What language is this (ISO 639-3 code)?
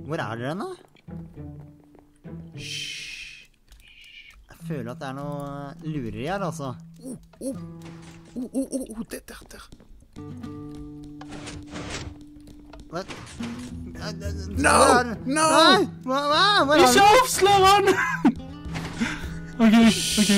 nor